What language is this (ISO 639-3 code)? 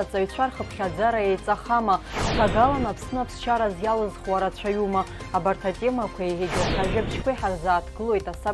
abk